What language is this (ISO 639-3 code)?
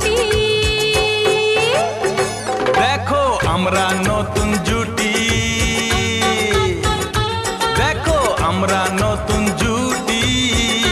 ben